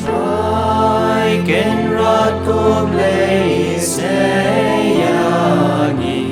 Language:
Khasi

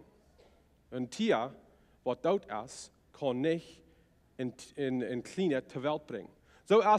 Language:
Plautdietsch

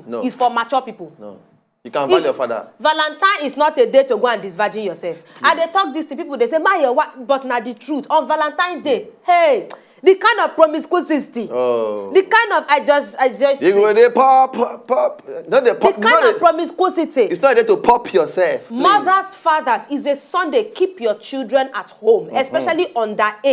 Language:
Nigerian Pidgin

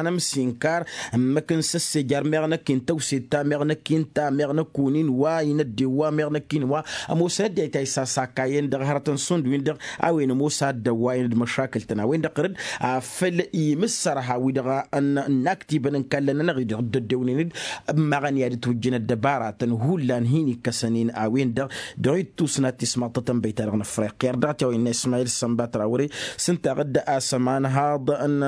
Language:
Tamasheq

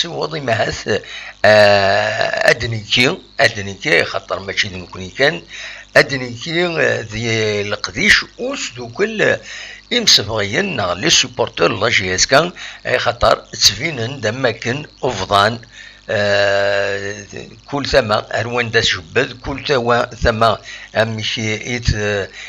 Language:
Kabyle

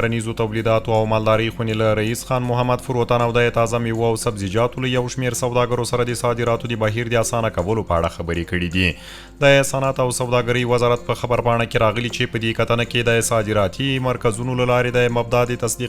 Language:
Pashto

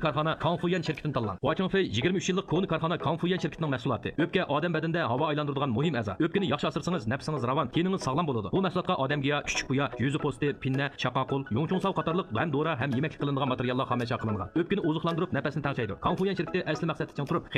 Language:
Uyghur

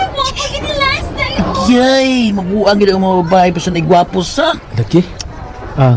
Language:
Cebuano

